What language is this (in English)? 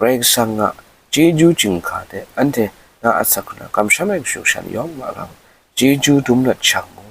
Kachin